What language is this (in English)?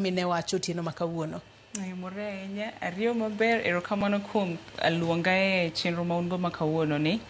Luo (Kenya and Tanzania)